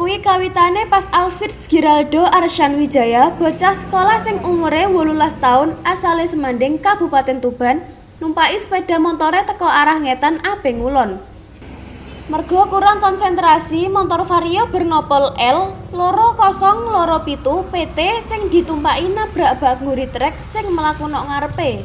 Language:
Javanese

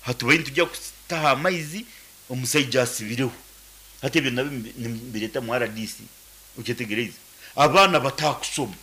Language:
Nyankole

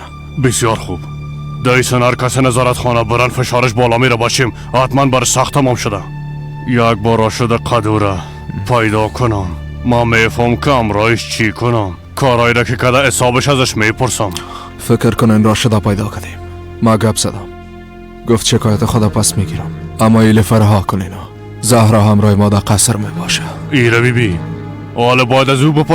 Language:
Persian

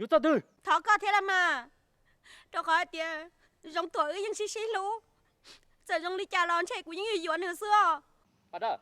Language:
Hmong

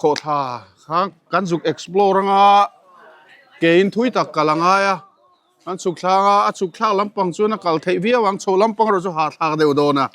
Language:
Mizo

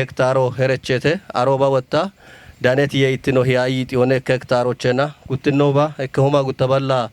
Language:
Kafa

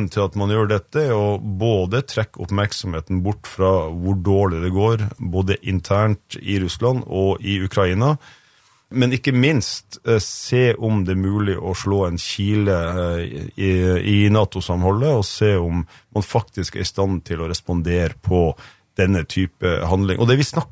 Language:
Norwegian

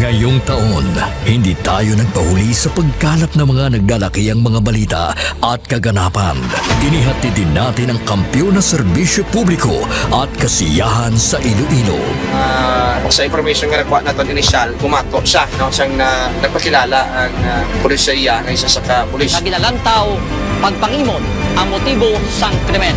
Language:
Hiligaynon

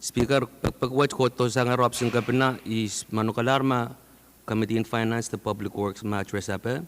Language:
Pohnpeian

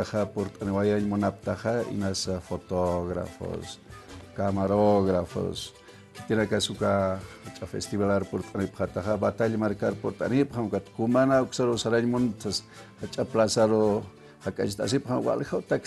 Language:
Aymara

